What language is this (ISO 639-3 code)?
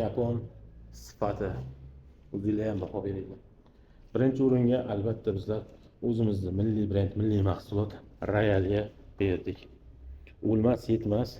uzb